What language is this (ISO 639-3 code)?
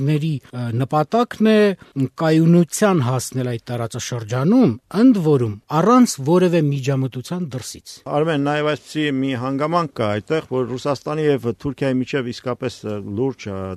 hye